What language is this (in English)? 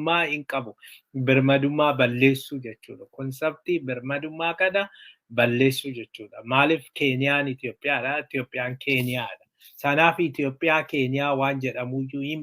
Oromo